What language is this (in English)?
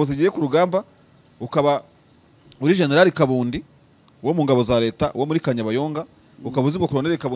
Kinyarwanda